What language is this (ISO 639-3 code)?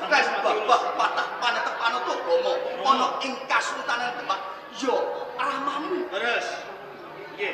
jav